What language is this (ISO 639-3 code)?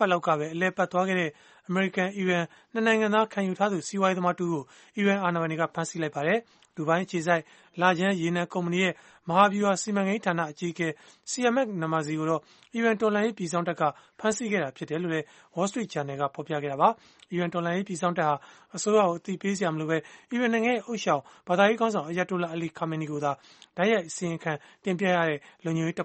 mya